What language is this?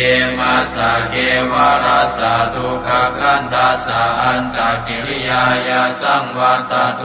Pali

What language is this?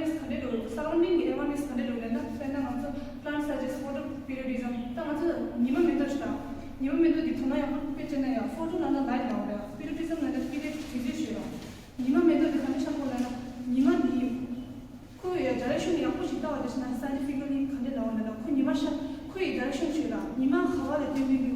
Tibetan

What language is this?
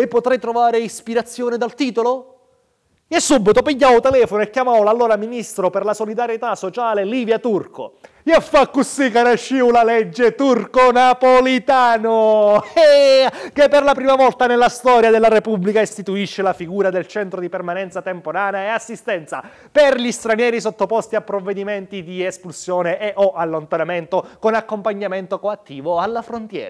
Sicilian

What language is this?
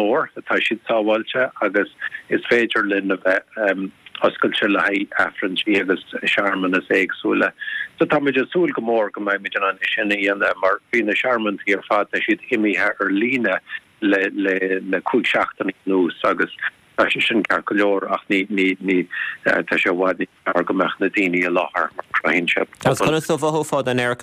Irish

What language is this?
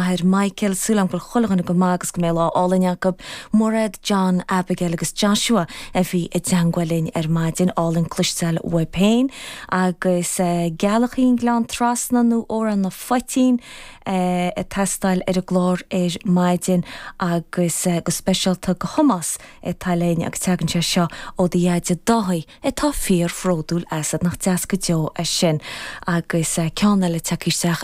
Irish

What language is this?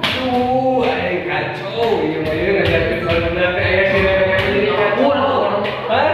Sundanese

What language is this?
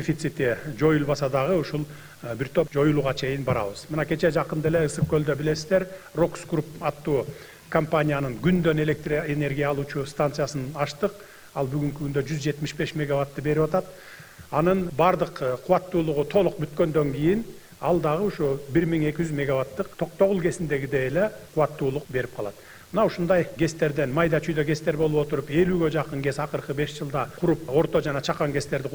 Kyrgyz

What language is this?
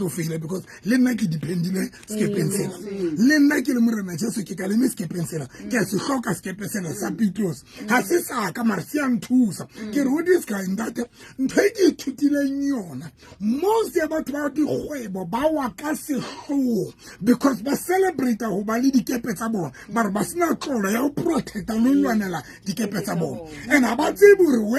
Southern Sotho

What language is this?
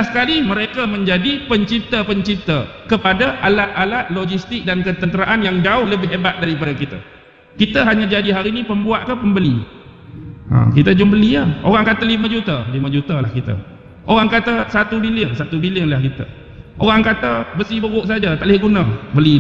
Malay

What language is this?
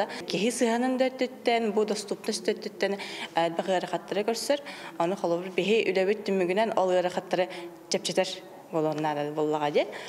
Yakut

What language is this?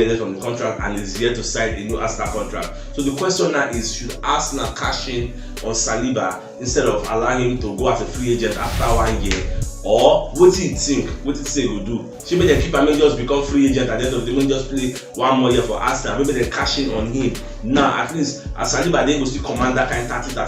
Nigerian Pidgin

